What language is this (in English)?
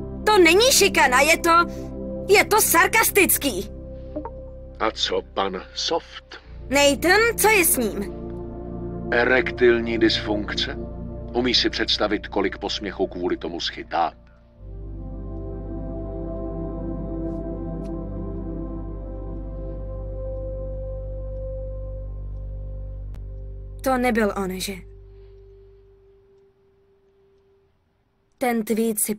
Czech